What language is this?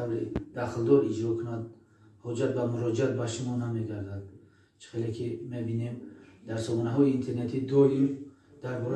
Tajik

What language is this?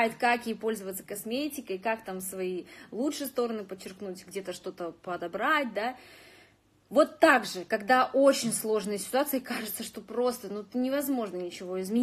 Russian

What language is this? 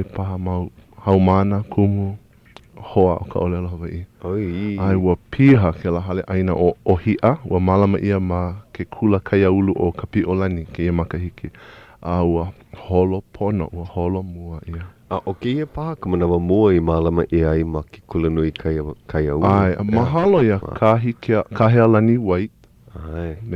Hawaiian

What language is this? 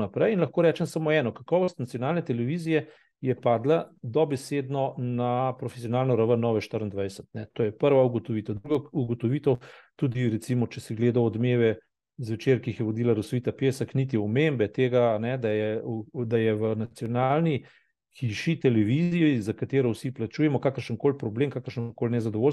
Slovenian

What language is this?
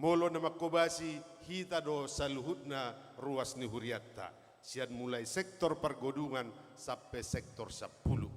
Batak Toba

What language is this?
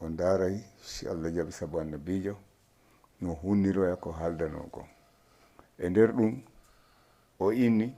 Fula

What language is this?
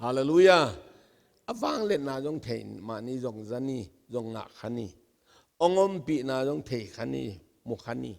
Tedim Chin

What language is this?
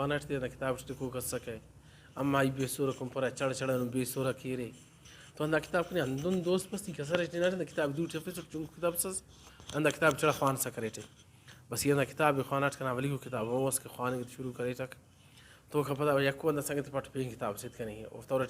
Brahui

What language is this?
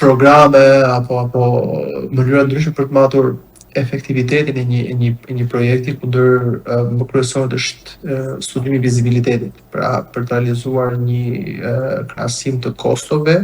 Albanian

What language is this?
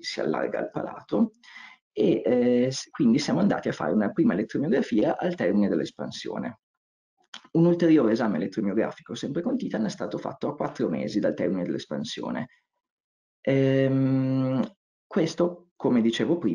Italian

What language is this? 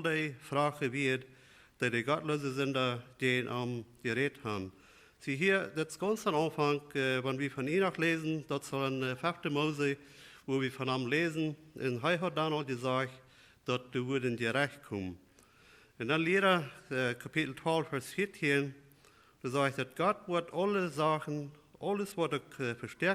Plautdietsch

